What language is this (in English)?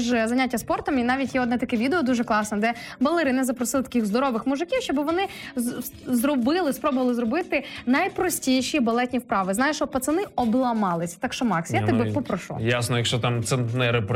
Ukrainian